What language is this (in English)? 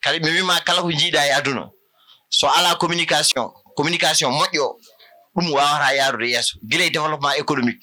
Fula